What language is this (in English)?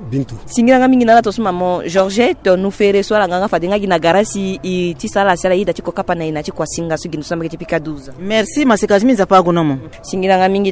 Sango